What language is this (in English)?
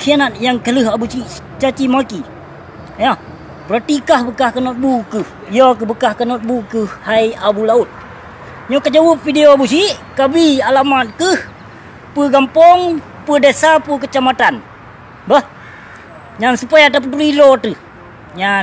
Achinese